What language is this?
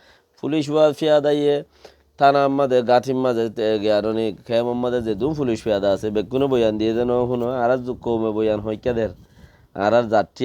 Rohingya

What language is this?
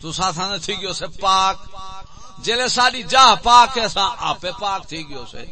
Saraiki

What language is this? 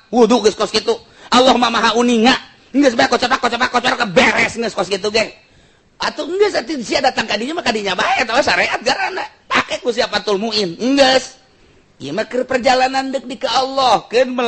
Sundanese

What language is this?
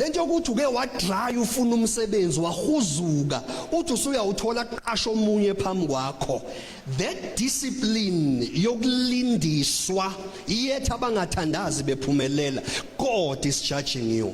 Zulu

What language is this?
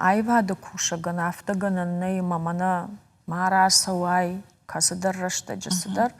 Ossetic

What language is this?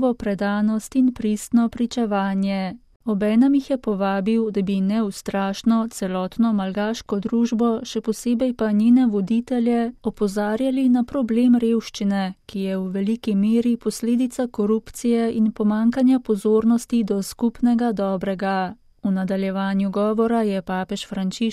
Slovenian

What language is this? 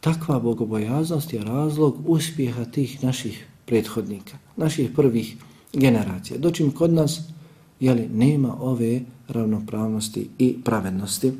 Bosnian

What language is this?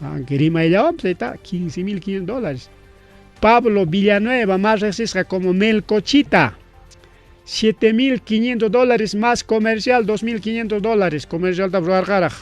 Ayacucho Quechua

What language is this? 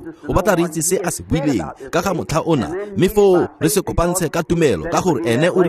Tswana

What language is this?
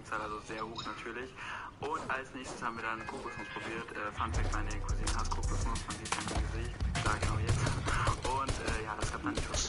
Bavarian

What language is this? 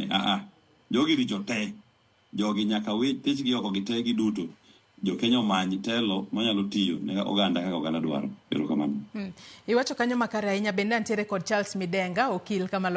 Luo (Kenya and Tanzania)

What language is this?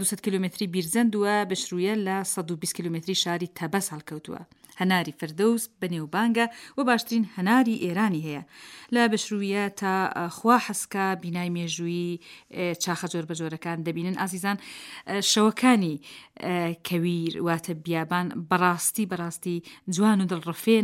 Central Kurdish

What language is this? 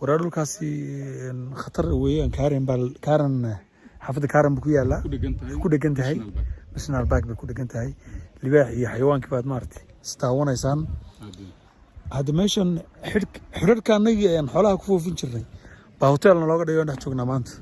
Somali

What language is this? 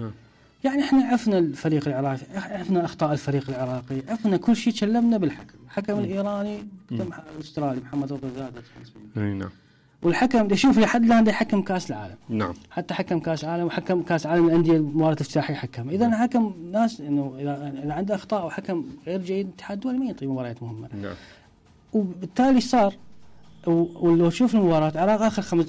Mesopotamian Arabic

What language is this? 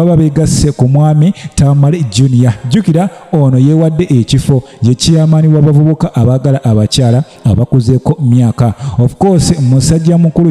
Ganda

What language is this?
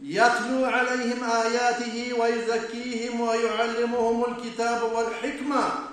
Kumyk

